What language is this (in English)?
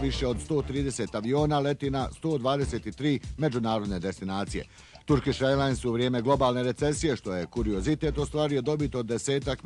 Bosnian